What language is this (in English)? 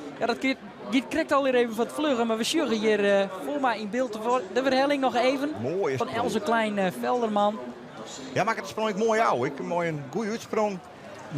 Western Frisian